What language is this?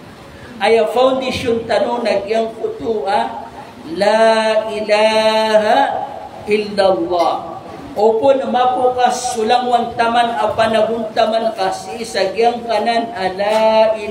Maranao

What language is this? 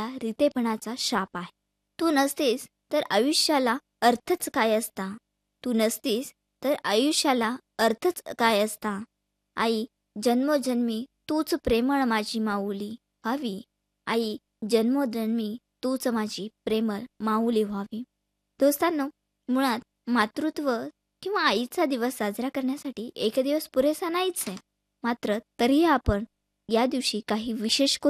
Marathi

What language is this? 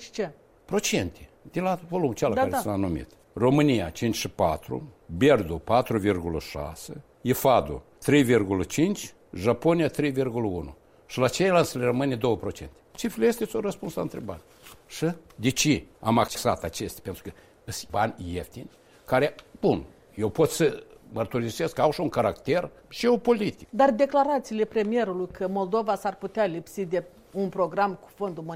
Romanian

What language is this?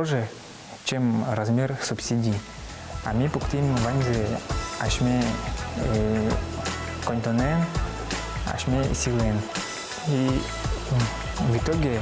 Udmurt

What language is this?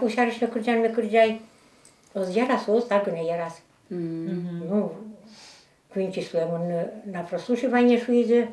Udmurt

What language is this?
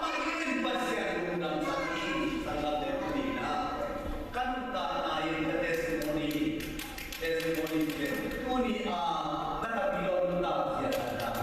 Tedim Chin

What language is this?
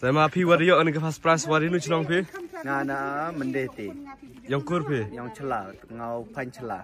Khasi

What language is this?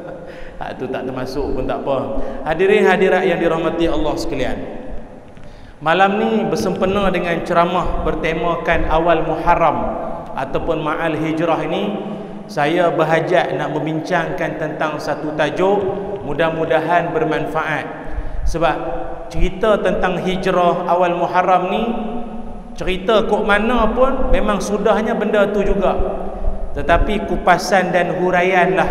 Malay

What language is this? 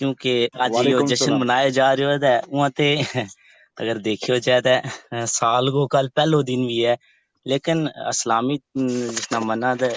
Gujari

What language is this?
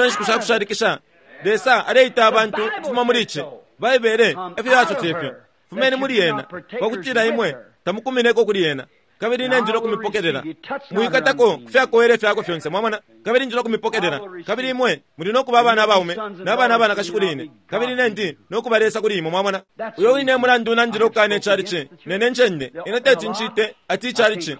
Bemba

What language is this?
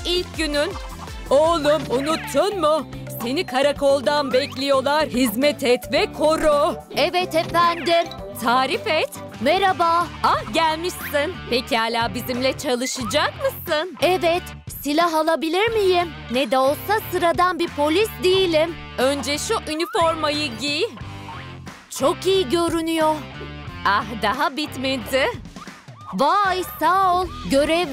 Turkish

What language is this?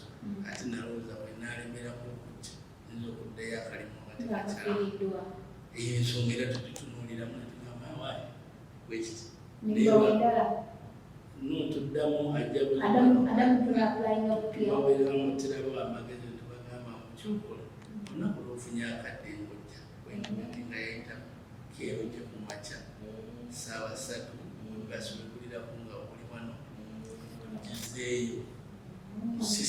Ganda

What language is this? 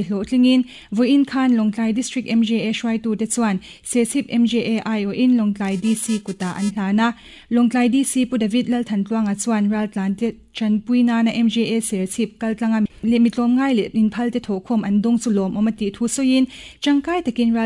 Mizo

